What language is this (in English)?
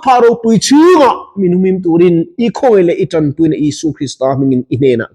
Mizo